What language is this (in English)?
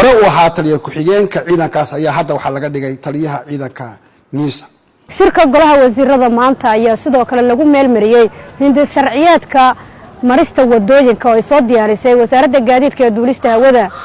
Somali